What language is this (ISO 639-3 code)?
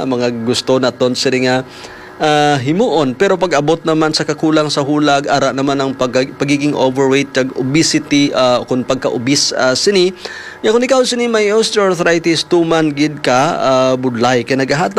hil